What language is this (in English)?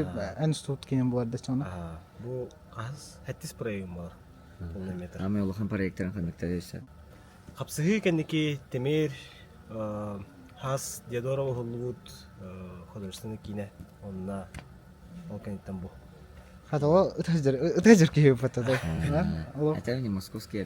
Yakut